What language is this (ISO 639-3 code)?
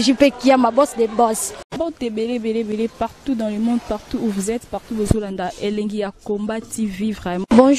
lin